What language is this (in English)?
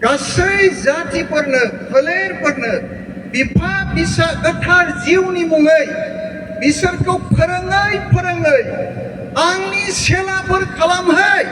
Bodo